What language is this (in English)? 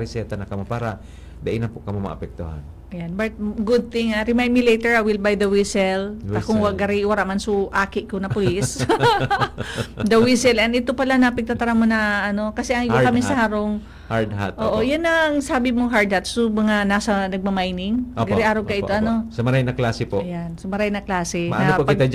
Bikol